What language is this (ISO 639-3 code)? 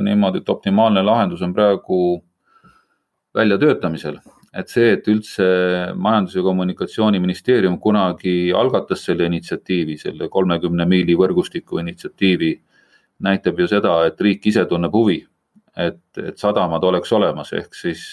est